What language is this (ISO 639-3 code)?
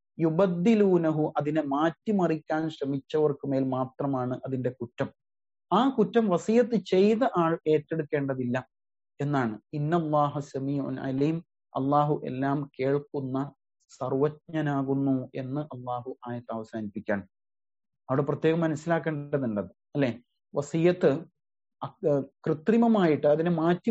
mal